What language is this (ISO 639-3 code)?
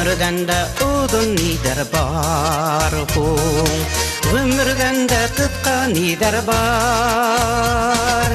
bak